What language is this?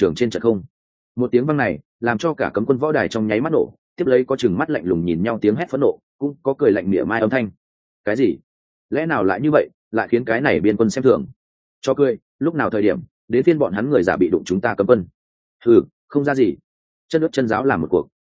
Vietnamese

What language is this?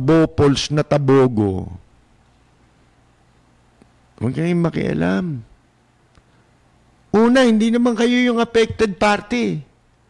Filipino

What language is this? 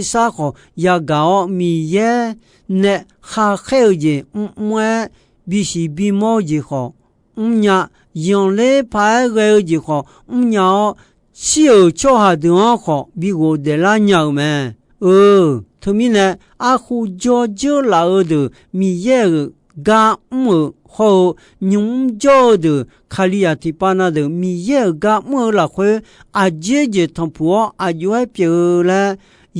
Akha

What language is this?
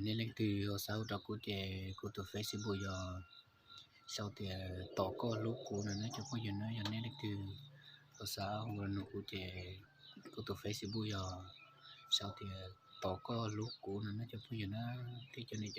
Hmong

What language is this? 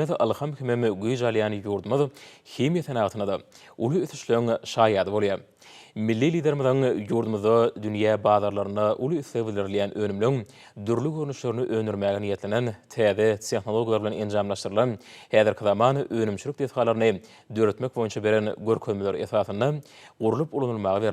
Turkmen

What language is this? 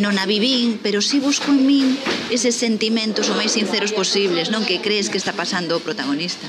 Galician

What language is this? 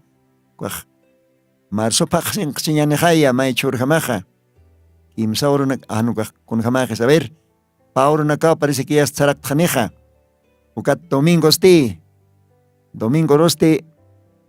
Aymara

